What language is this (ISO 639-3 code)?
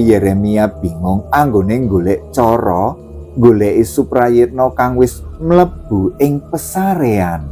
jav